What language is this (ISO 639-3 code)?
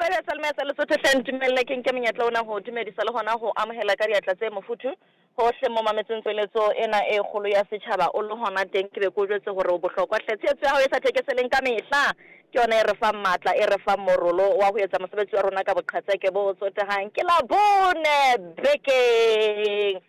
sot